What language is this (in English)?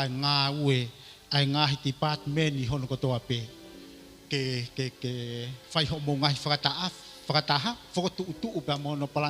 Tongan